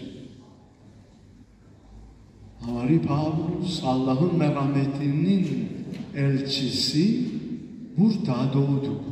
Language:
Turkish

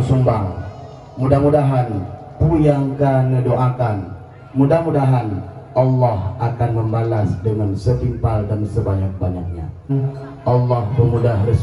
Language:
Achinese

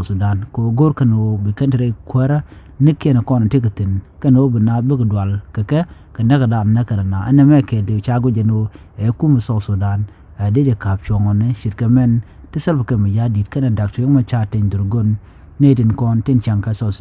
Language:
Nuer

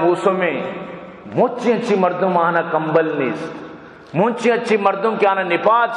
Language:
Baluchi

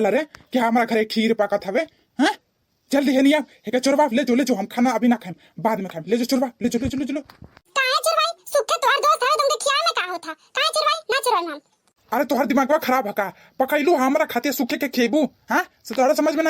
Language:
Bhojpuri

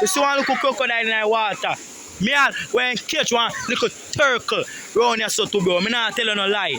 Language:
Jamaican Creole English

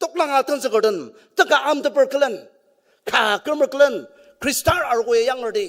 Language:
Ao Naga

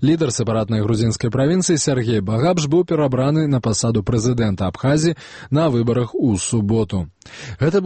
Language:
Belarusian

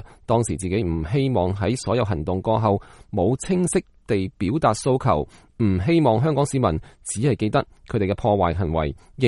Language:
Cantonese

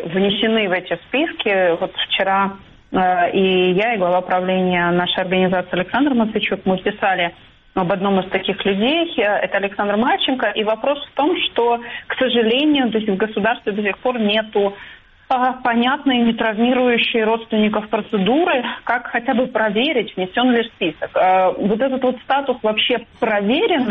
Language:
Russian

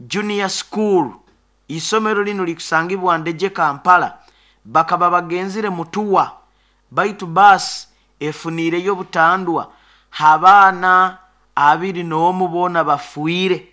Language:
Nyoro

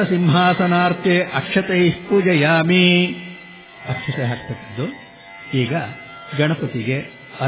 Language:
Kannada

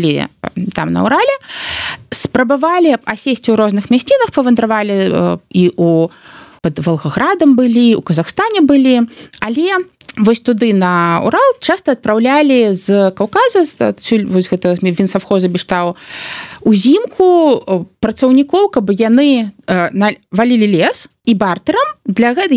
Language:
Belarusian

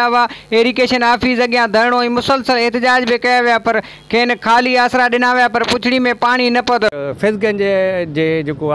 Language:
Sindhi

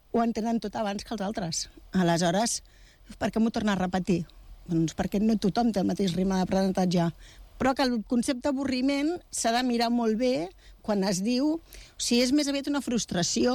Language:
Catalan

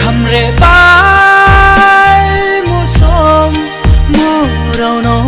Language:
Riang (India)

